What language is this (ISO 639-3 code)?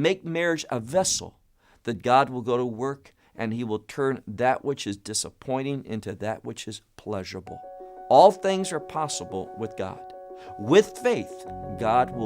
eng